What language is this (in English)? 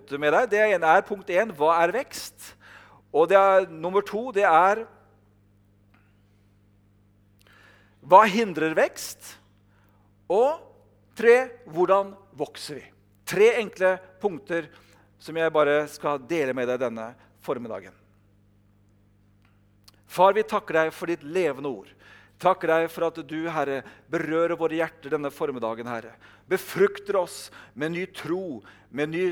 Norwegian